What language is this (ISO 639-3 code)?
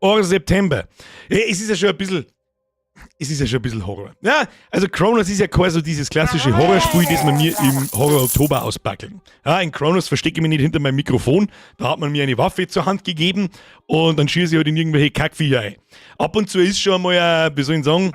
bar